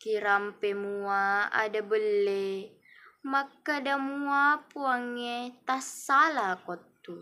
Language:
Buginese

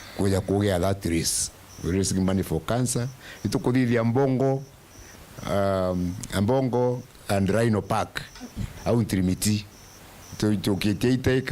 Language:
Meru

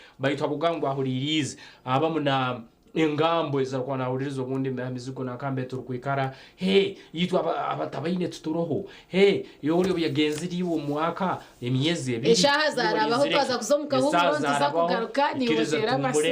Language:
Nyankole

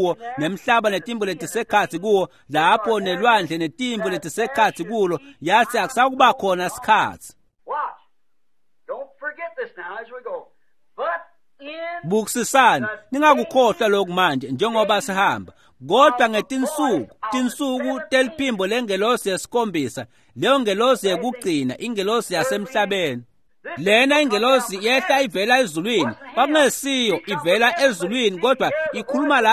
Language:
Swati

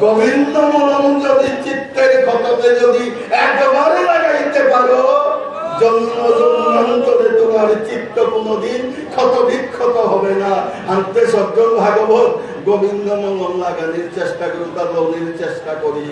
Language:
Bishnupriya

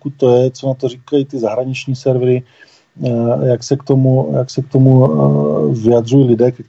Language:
Czech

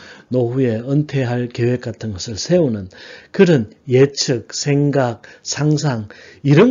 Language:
Korean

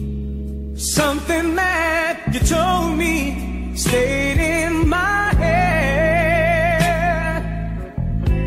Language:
English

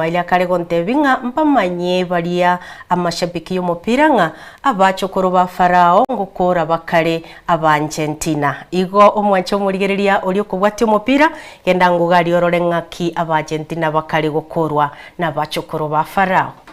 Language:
Gusii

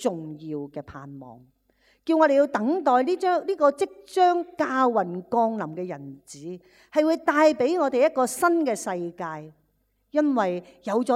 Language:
Cantonese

